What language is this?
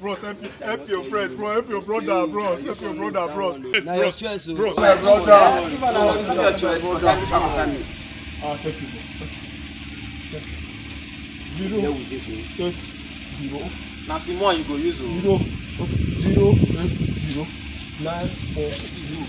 Nigerian Pidgin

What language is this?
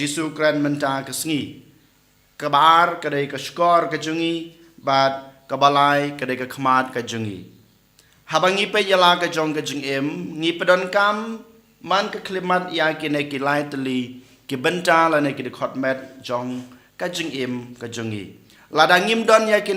Khasi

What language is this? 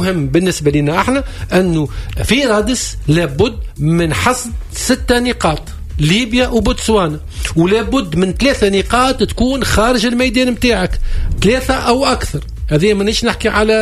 Tunisian Arabic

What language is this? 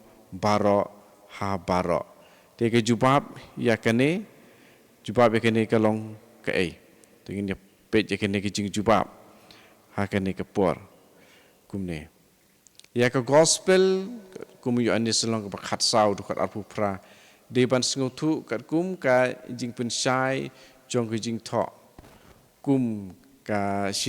Khasi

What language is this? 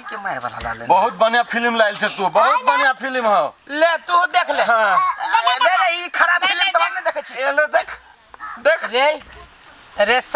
Maithili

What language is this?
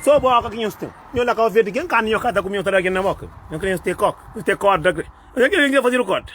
Kabuverdianu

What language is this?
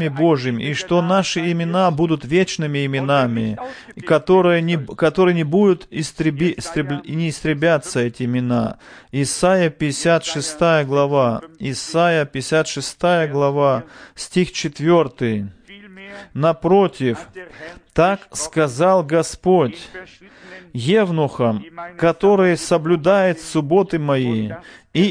Russian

